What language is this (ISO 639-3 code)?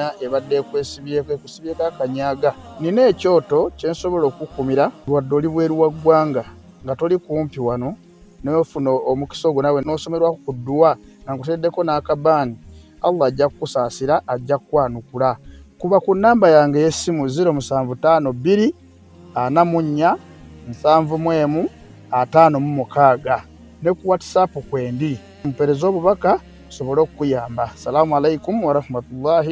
lug